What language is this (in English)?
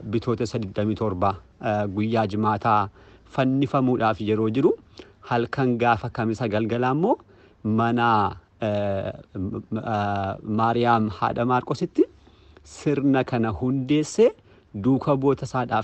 Oromo